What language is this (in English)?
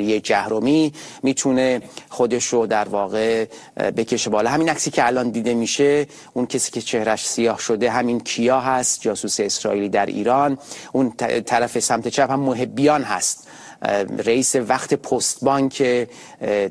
Persian